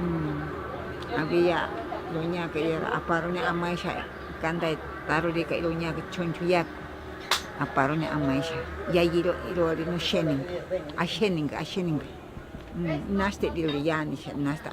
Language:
Ashéninka Perené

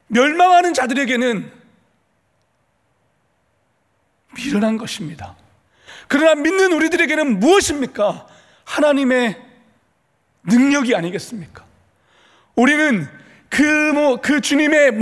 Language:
Korean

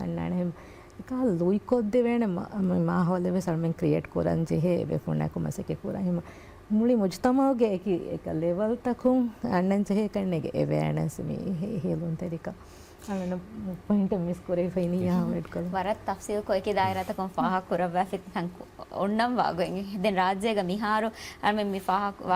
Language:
Divehi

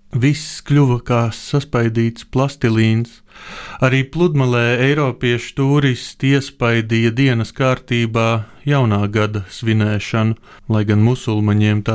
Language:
Latvian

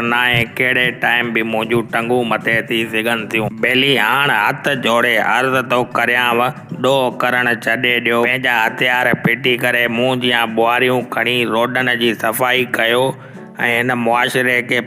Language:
Sindhi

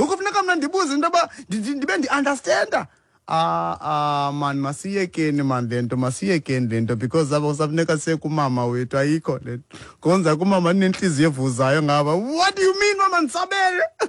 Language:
Xhosa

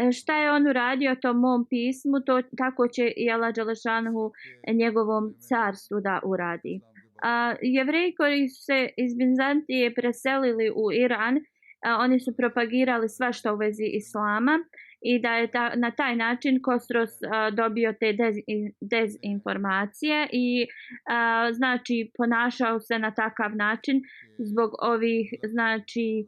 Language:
Bosnian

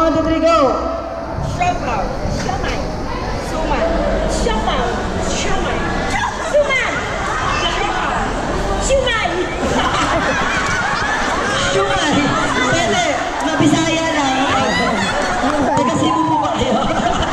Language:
Filipino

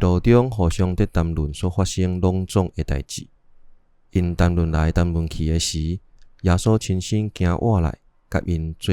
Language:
Min Nan Chinese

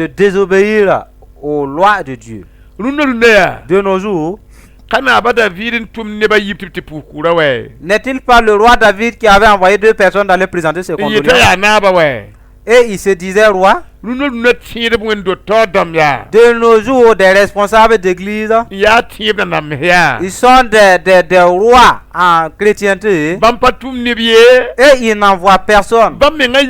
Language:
Mossi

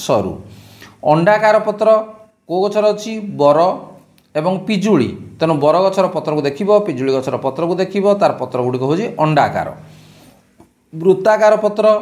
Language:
Odia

